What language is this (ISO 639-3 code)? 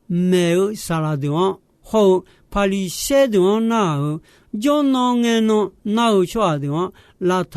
ahk